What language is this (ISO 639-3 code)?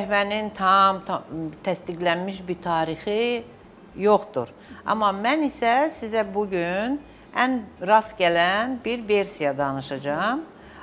aze